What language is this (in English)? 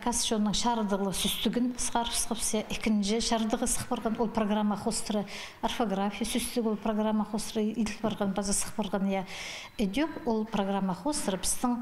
Khakas